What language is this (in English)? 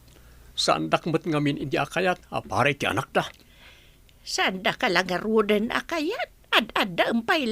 Iloko